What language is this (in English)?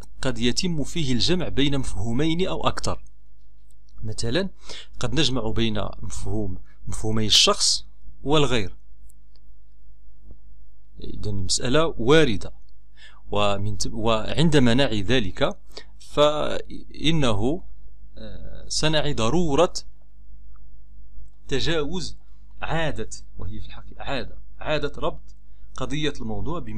Arabic